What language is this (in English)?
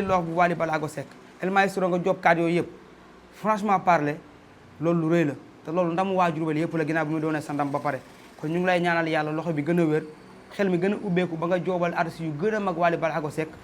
Wolof